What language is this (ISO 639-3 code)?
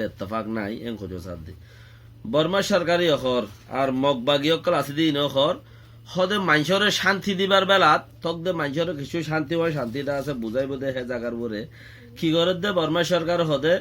rhg